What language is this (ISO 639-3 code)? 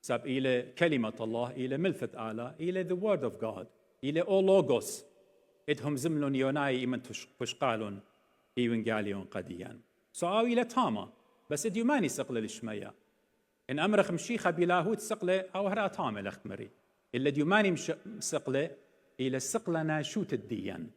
aii